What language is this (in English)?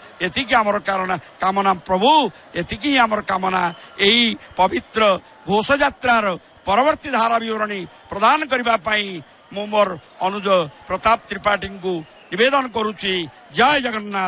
Odia